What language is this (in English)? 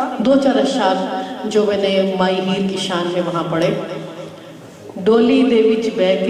Urdu